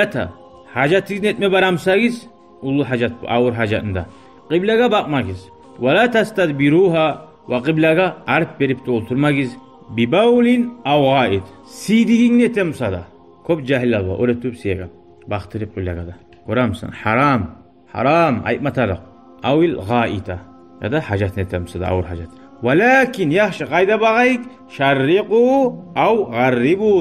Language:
Kumyk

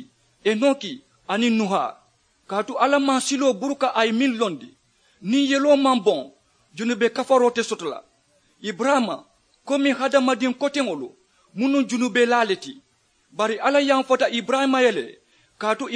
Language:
Mandingo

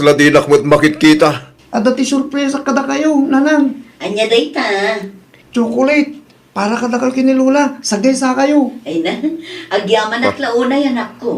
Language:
Iloko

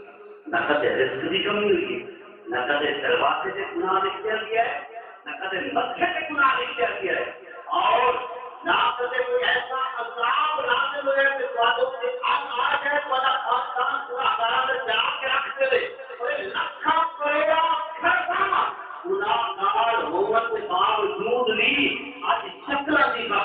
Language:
Saraiki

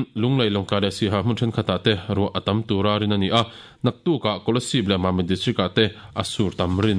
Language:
Mizo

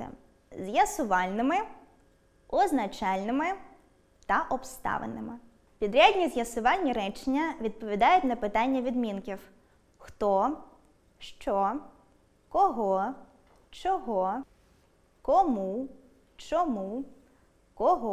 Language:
Ukrainian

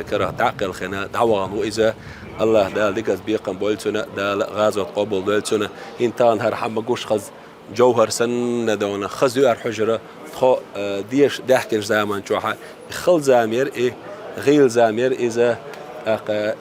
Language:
Chechen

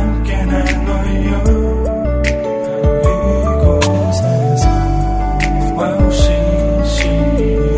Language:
Korean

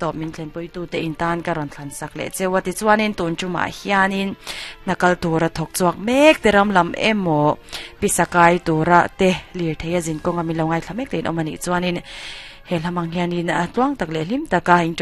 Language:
Mizo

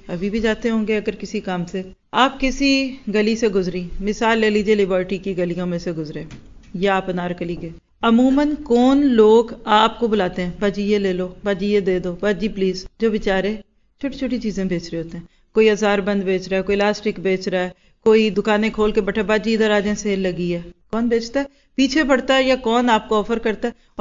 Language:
Urdu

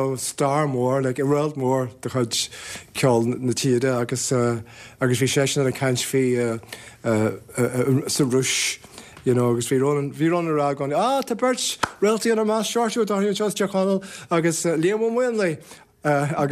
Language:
Irish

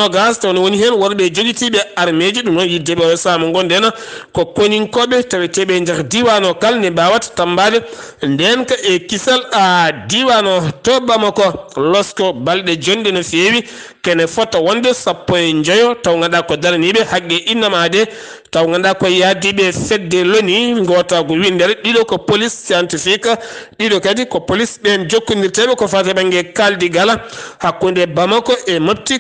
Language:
Fula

